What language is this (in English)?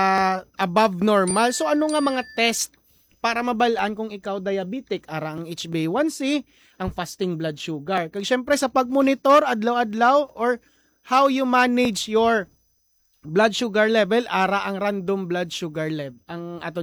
Hiligaynon